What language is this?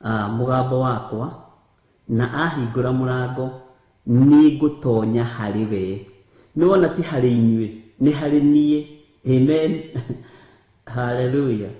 Kikuyu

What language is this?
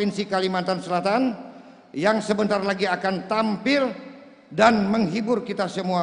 Banjar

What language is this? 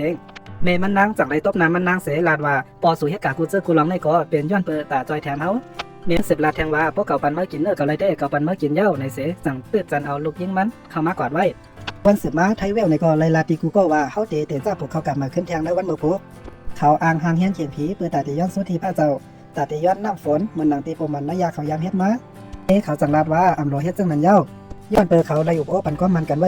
Shan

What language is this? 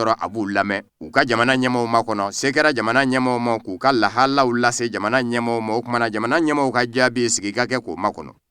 Bambara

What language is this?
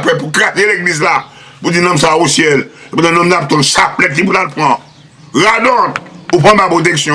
Haitian Creole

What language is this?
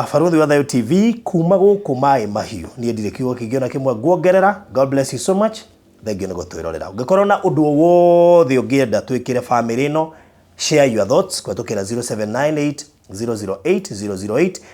Kikuyu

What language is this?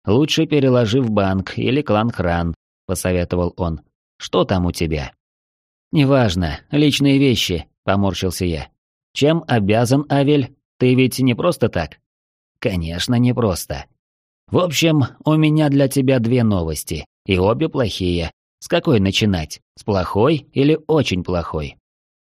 Russian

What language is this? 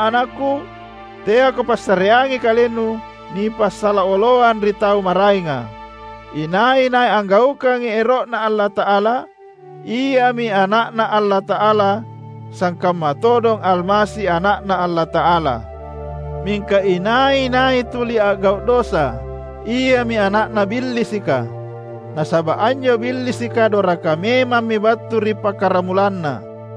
Makasar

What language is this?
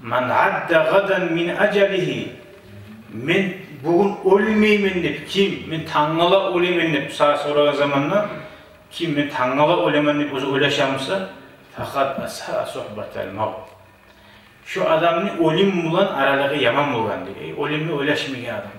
Kumyk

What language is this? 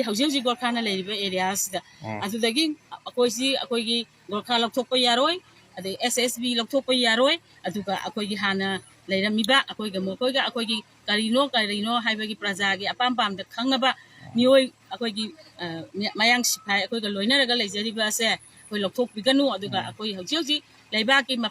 Manipuri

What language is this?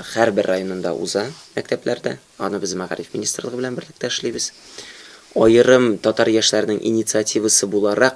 Tatar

